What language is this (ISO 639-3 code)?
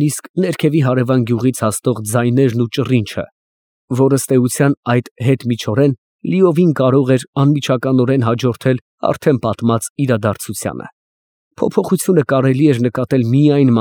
hye